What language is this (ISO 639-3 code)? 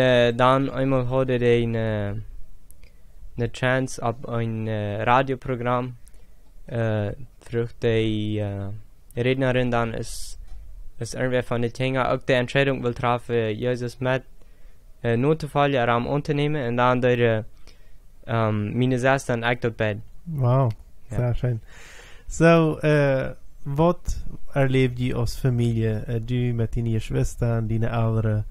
pdt